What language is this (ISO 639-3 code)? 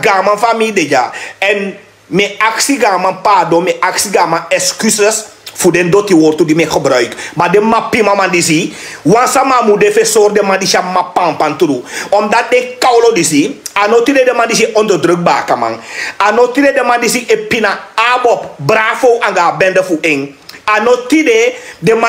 srn